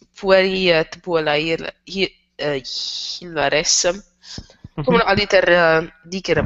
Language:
Latin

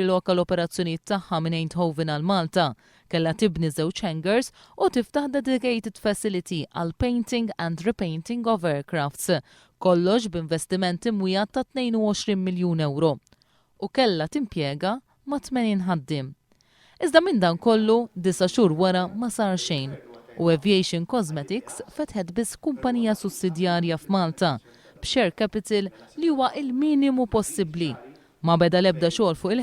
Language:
Maltese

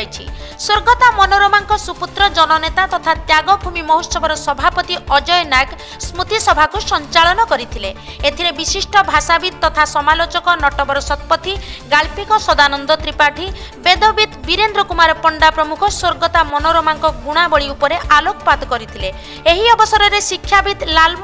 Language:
Odia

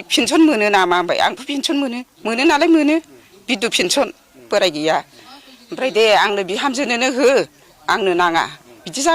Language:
Bodo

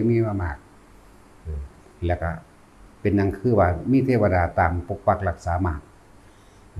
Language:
Lao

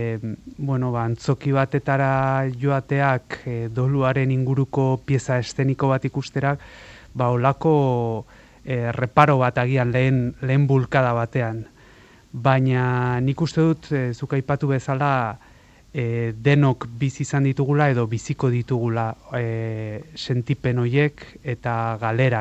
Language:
Basque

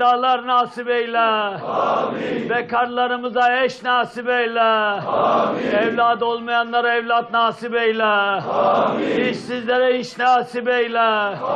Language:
Turkish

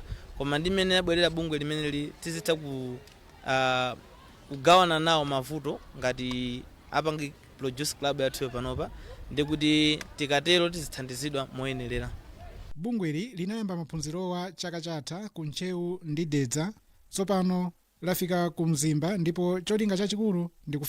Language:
Nyanja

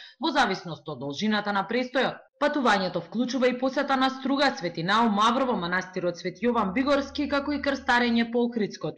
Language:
Macedonian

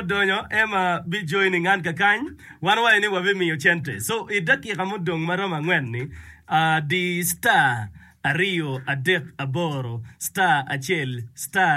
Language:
Acoli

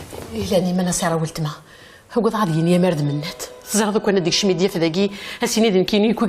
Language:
Kabyle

